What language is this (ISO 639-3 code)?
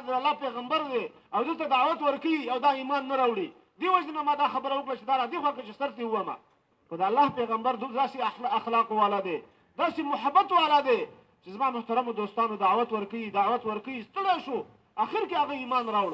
pus